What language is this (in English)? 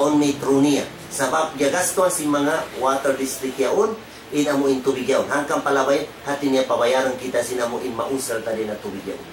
Tausug